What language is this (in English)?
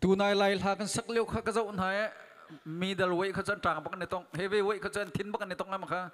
Hakha Chin